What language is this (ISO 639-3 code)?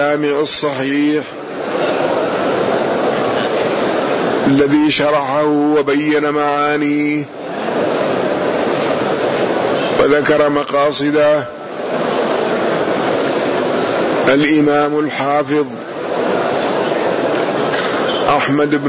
ara